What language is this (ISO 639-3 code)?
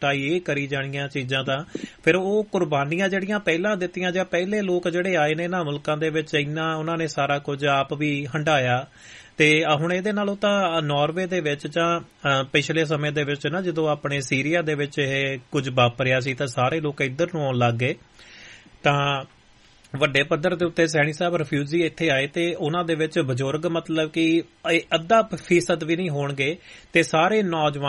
pan